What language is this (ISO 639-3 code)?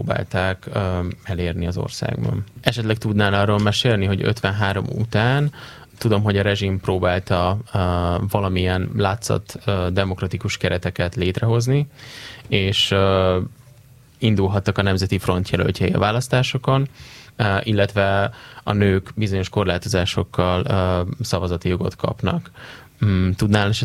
hun